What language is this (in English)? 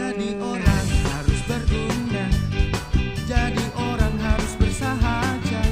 Betawi